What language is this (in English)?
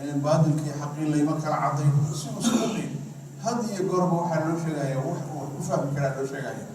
Somali